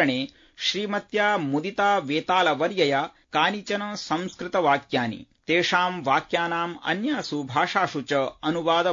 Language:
Sanskrit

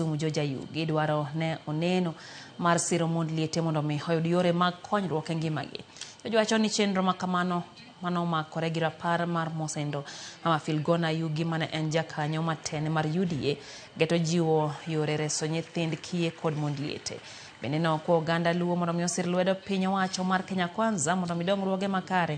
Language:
Luo (Kenya and Tanzania)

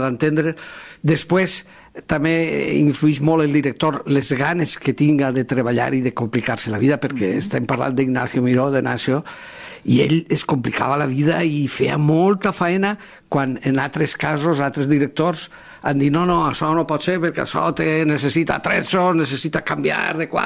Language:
Catalan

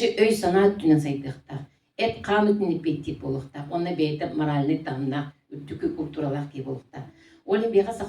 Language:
Yakut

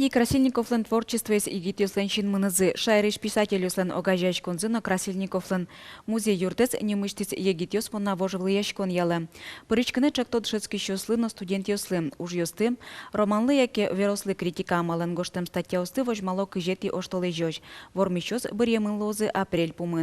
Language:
Udmurt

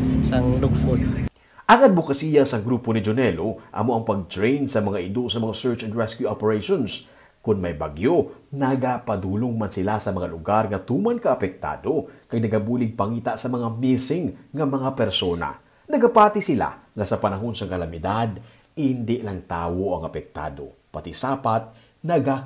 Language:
Hiligaynon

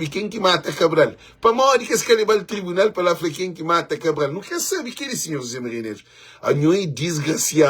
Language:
Kabuverdianu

